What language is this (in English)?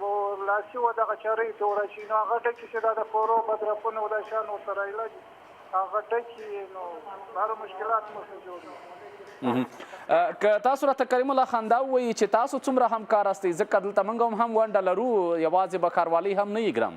Pashto